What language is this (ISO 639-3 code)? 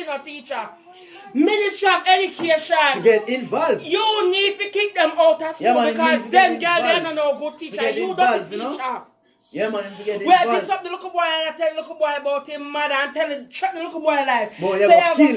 jam